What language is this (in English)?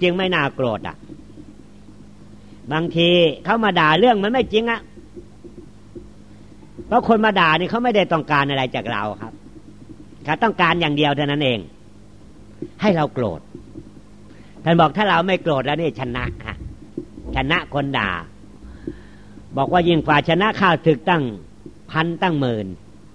Thai